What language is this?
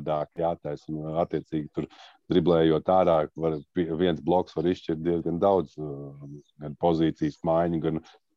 Latvian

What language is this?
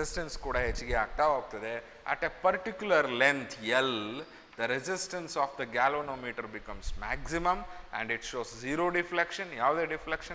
Kannada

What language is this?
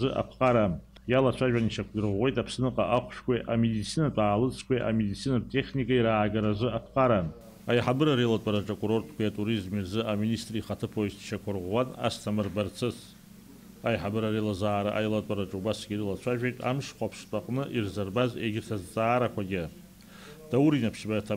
Abkhazian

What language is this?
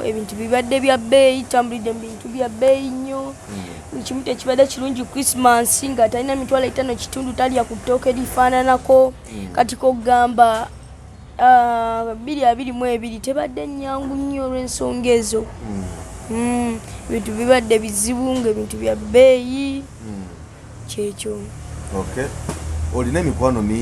Ganda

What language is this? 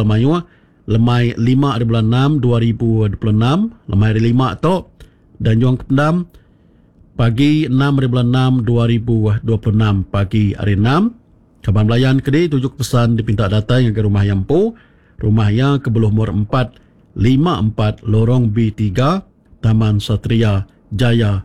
Iban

